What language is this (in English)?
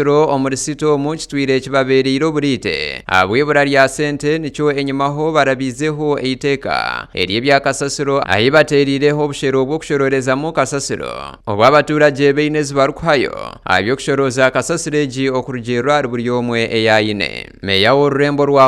Nyankole